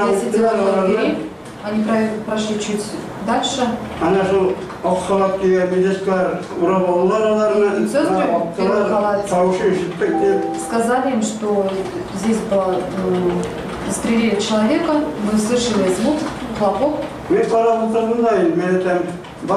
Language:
Kazakh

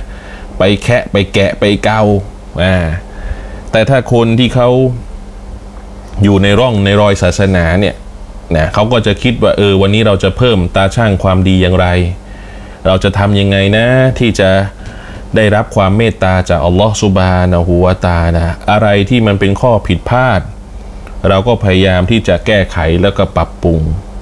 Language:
Thai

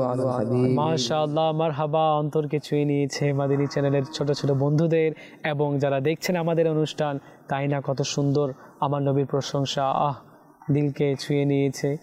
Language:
Bangla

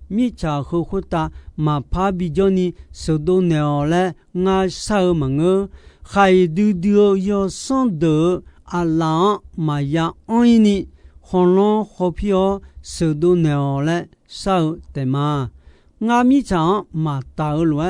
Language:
Akha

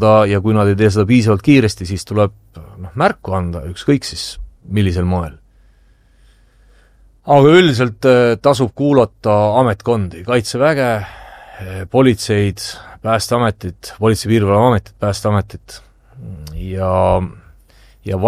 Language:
Estonian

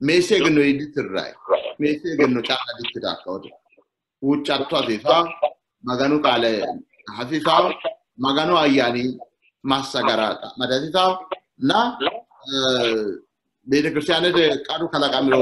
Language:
Sidamo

